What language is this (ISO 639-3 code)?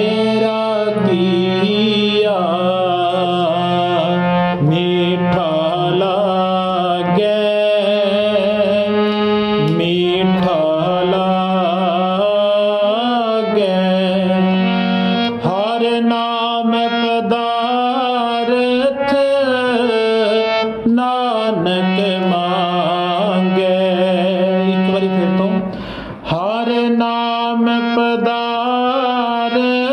pan